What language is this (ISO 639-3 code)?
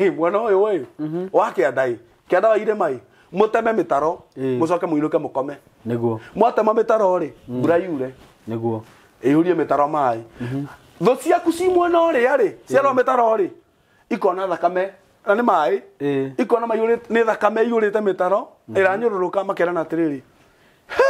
kik